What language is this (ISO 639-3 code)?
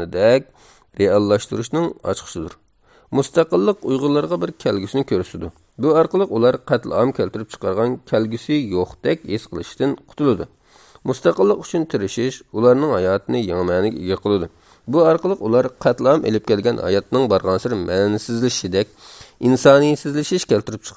uig